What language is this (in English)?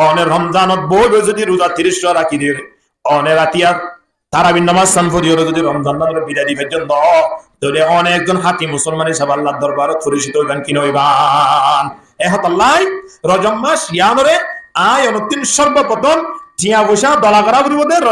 Rohingya